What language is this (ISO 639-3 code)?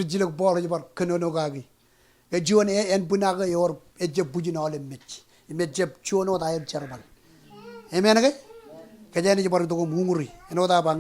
mah